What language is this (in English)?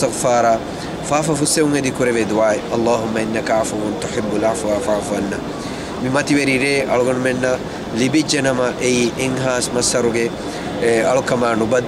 Divehi